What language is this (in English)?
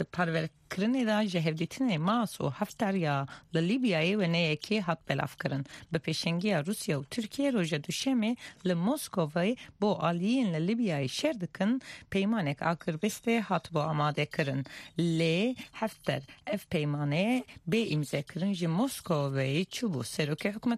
Kurdish